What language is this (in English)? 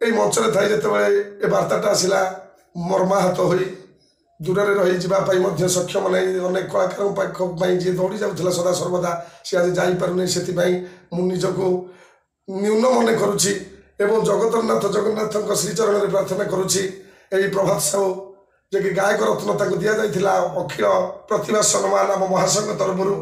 Odia